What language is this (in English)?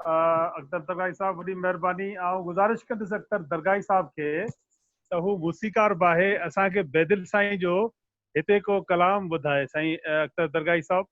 Sindhi